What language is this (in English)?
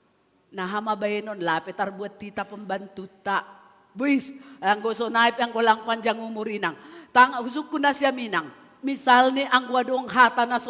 Batak Simalungun